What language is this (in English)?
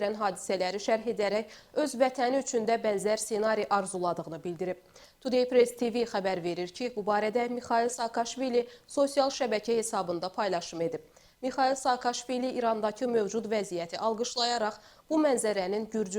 Azerbaijani